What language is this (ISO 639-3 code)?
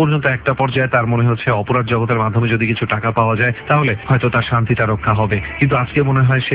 ben